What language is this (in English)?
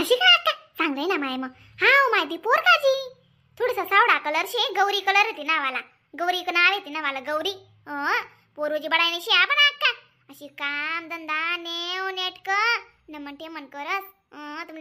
Khandesi